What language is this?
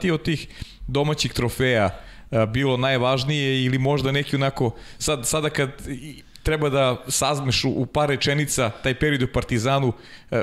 Serbian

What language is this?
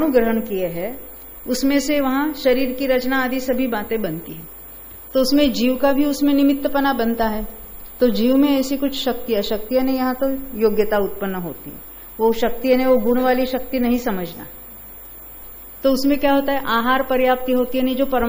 Hindi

